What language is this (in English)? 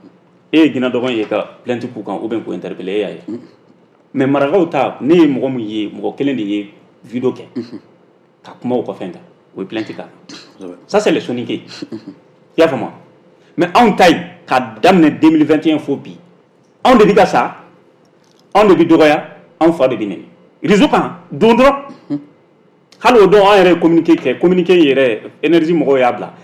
Bambara